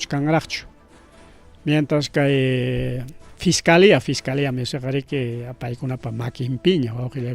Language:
Ayacucho Quechua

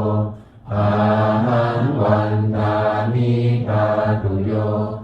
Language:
Pali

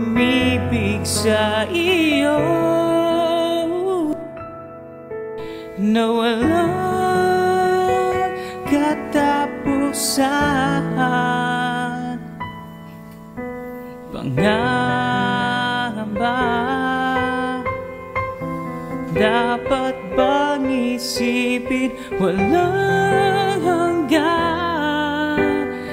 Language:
Filipino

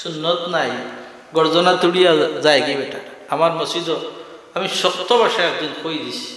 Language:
Sylheti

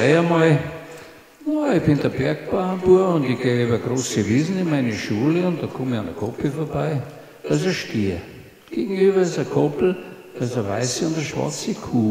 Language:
Bavarian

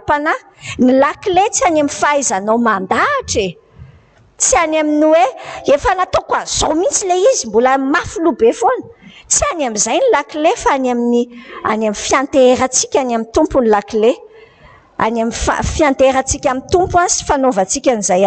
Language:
Malagasy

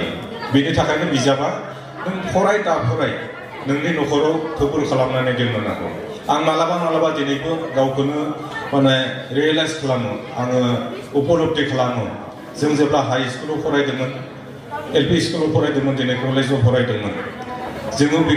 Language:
Bodo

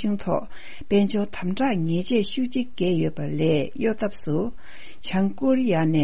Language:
Tibetan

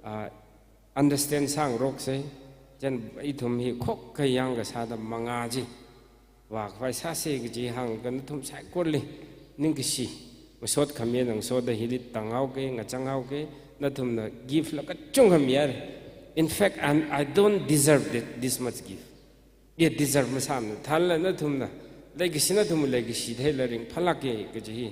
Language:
Tangkhul Naga (India)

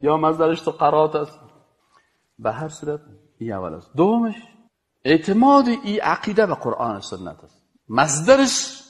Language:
Persian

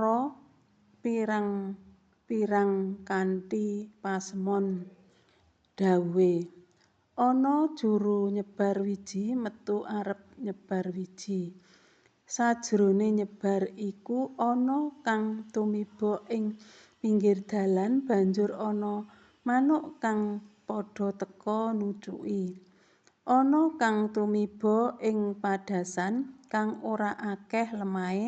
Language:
Javanese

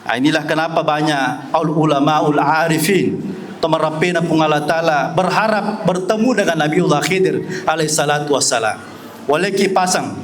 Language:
Buginese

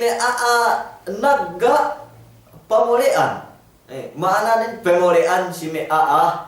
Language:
Yakan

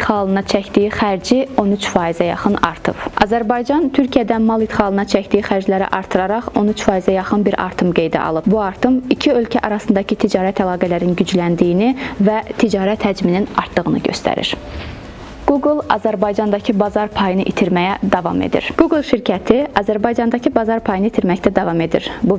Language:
Azerbaijani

